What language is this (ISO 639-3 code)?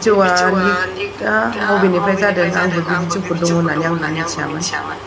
brx